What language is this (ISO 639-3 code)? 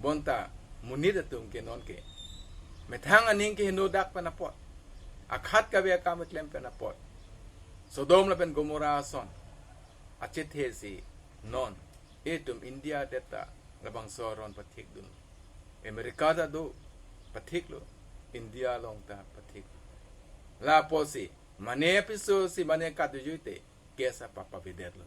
mjw